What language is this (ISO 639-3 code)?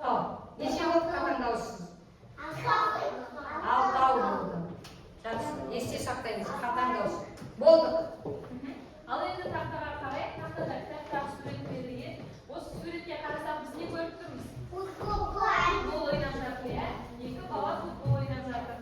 kaz